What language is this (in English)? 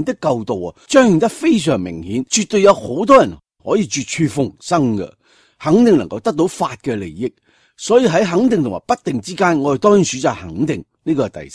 Cantonese